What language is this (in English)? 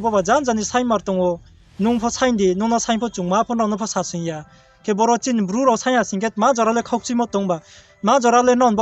Riang (India)